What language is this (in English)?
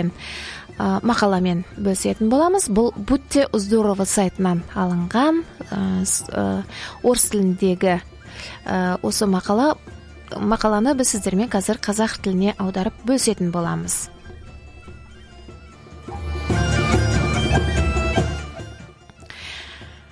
Kazakh